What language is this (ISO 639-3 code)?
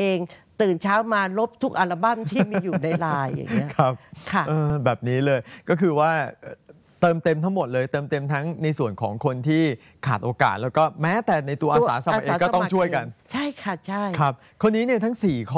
tha